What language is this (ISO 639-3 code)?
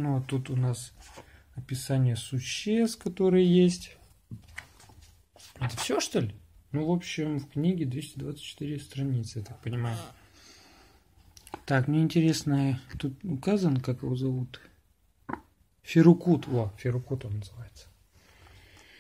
rus